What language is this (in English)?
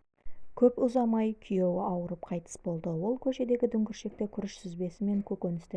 Kazakh